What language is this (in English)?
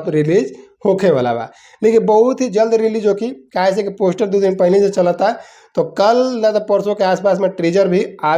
Bhojpuri